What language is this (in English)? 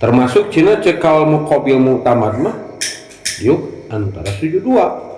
Sundanese